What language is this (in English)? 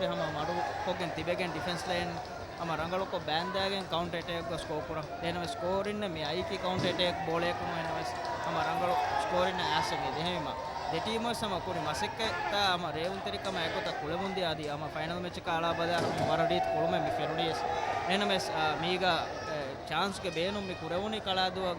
Divehi